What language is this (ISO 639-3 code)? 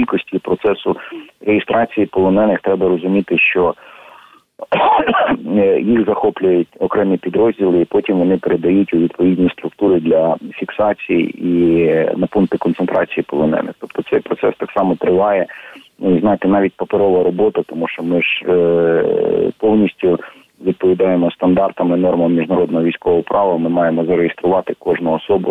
ukr